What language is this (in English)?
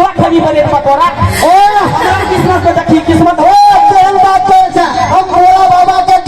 Maithili